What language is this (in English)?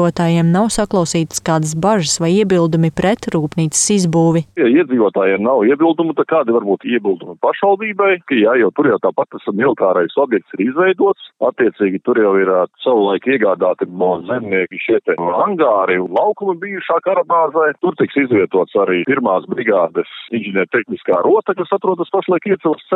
Latvian